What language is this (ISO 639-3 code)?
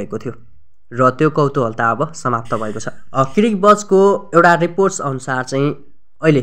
nep